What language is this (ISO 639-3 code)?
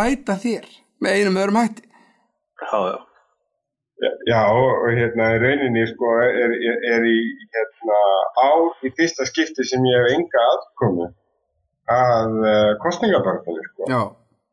isl